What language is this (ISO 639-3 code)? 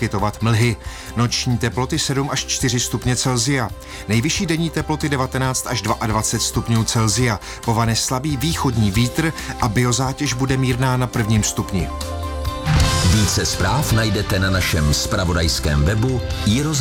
ces